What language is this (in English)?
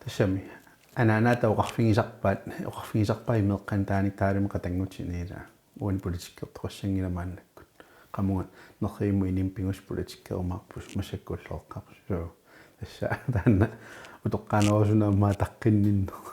Kalaallisut